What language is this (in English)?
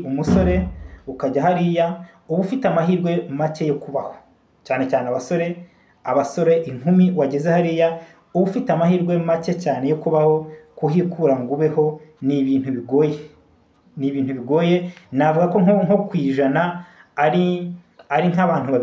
Kinyarwanda